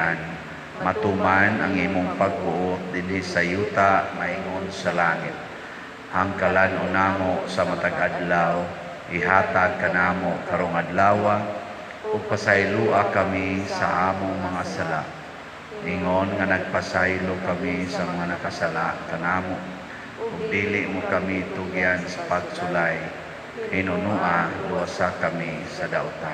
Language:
Cebuano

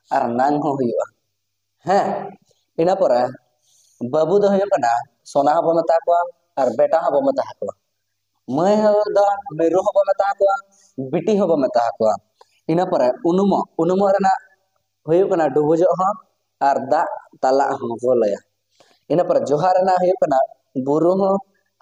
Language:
Santali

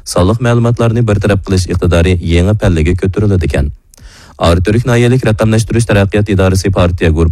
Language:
Uyghur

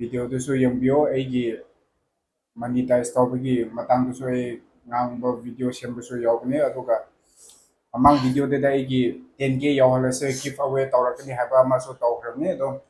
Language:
Manipuri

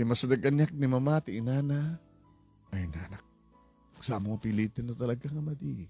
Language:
Iloko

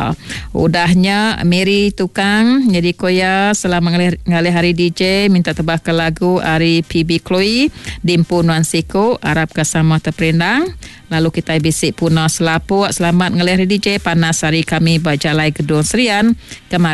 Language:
Iban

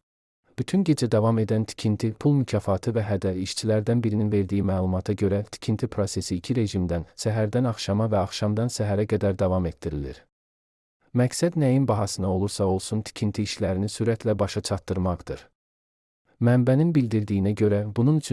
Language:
Azerbaijani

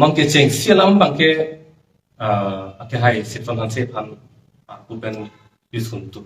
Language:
Karbi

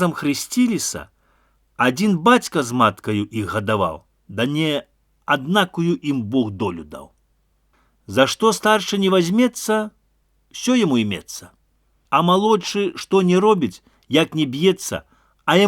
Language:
Belarusian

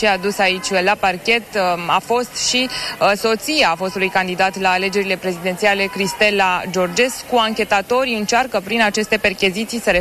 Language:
Romanian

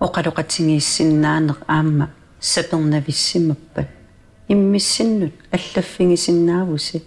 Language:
Kalaallisut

